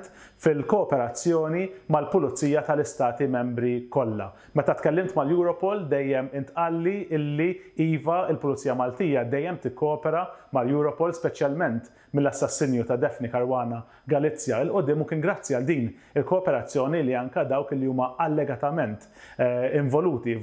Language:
Maltese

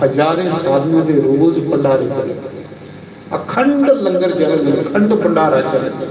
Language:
Dogri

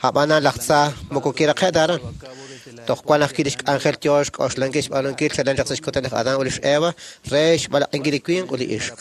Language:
Kekchí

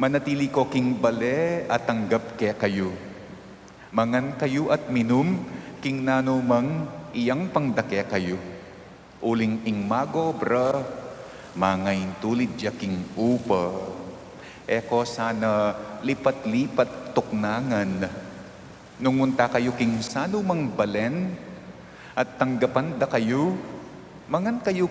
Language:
Pampanga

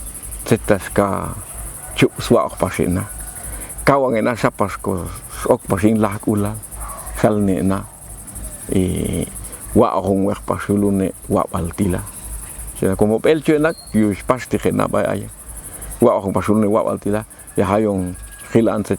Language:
Popti'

